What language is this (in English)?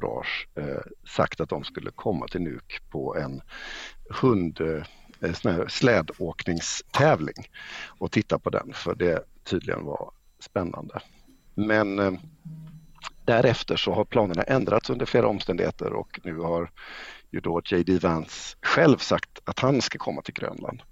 Swedish